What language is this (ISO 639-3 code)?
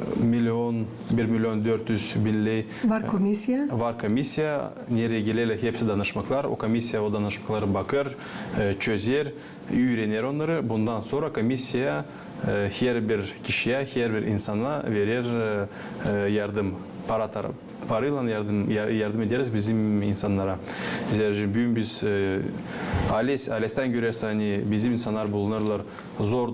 gag